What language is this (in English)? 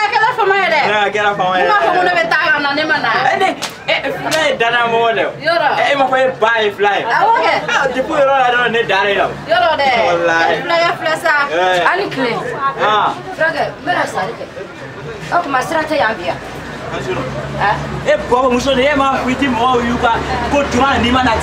Bambara